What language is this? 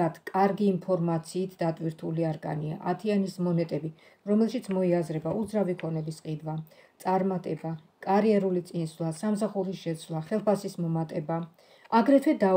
Georgian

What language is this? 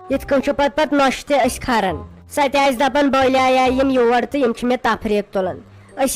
Kashmiri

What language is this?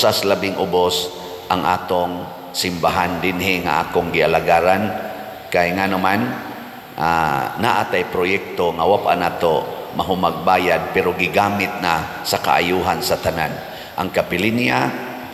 Cebuano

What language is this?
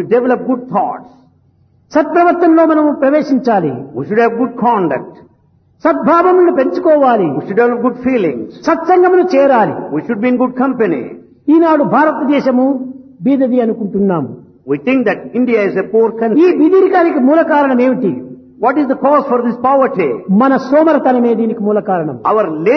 Telugu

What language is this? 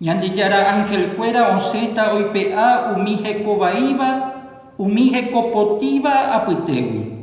Guarani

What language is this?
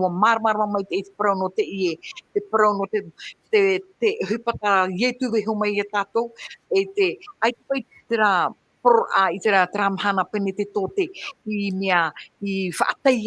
Tahitian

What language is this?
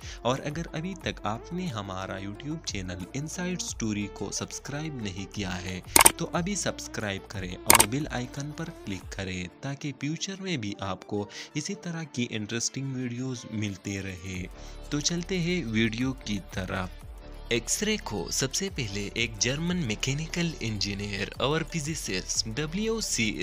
Urdu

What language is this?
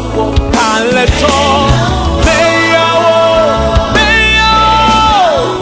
Ewe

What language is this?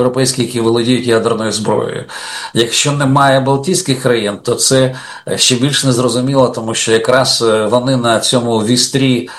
Ukrainian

